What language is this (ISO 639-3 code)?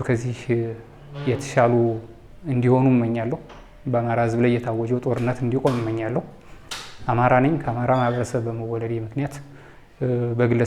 amh